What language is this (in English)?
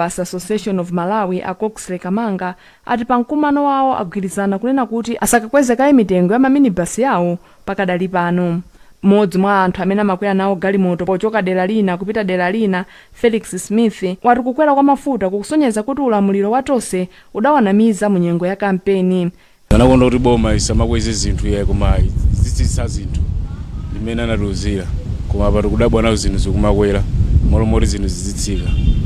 Nyanja